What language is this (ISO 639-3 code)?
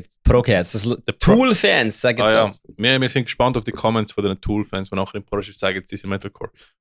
gsw